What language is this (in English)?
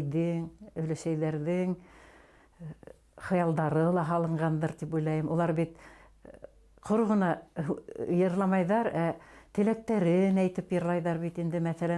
Bashkir